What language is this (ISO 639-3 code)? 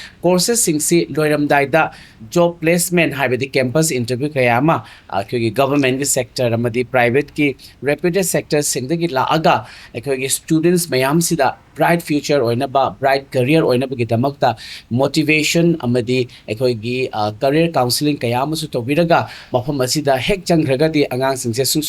mni